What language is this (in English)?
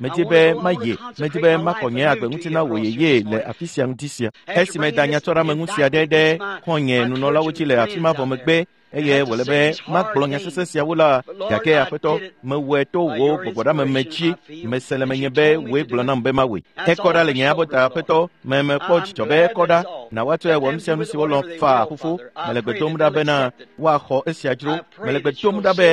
Ewe